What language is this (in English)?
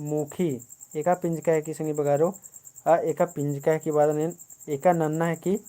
Kurukh